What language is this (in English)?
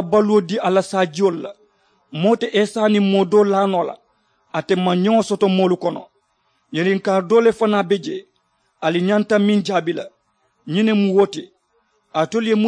Mandingo